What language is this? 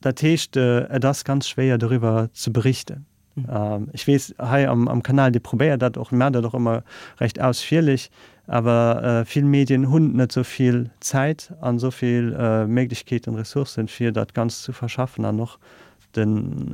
Luxembourgish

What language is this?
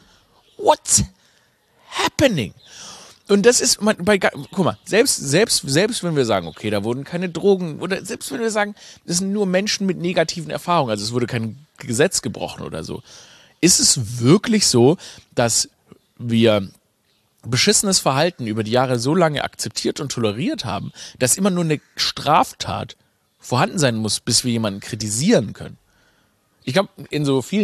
German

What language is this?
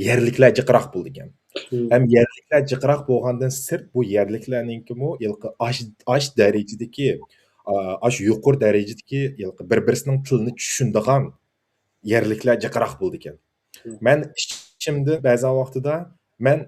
Uyghur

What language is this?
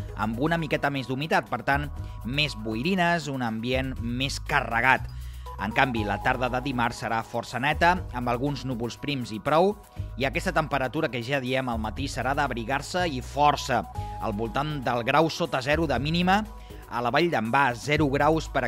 Catalan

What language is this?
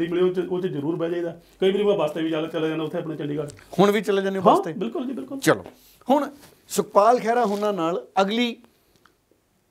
Punjabi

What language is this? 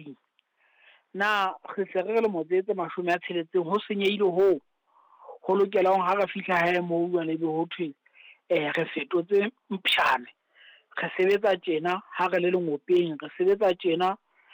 Southern Sotho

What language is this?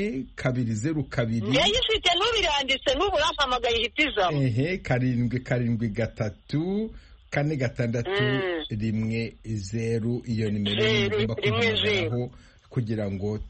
Kinyarwanda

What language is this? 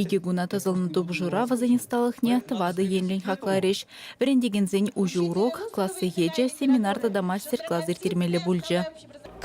Chuvash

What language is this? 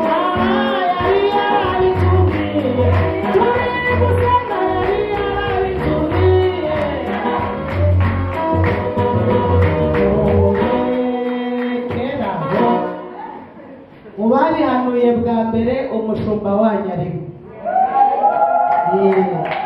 Kinyarwanda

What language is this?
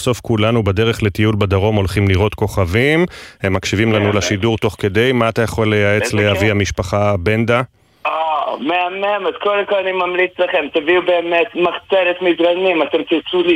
Hebrew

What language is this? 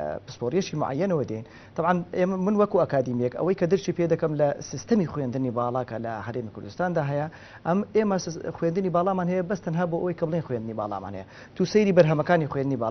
Central Kurdish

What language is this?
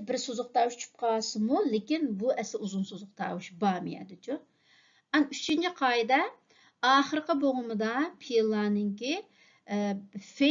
Uyghur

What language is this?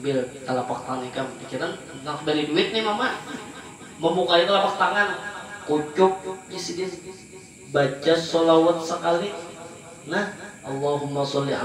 Banjar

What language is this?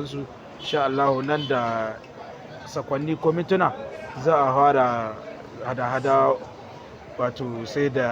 Hausa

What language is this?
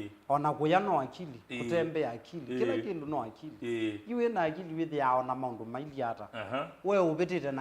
Kamba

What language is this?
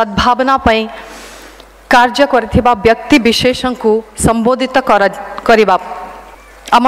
Odia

